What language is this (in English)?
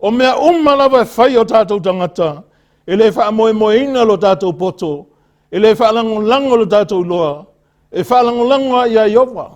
Samoan